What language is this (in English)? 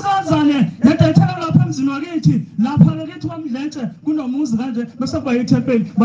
Zulu